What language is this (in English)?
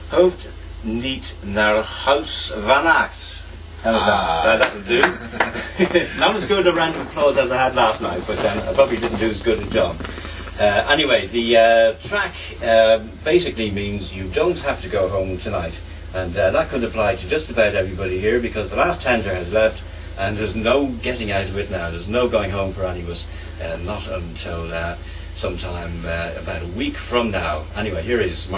English